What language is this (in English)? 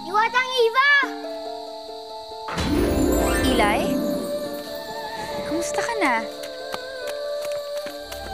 Filipino